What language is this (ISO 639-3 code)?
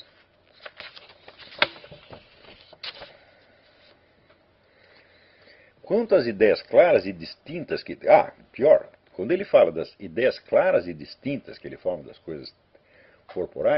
por